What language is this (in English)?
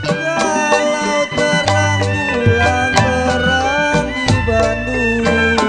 Betawi